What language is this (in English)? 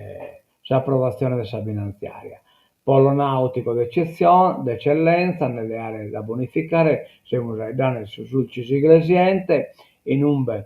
Sardinian